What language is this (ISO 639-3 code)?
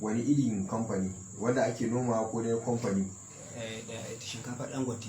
hau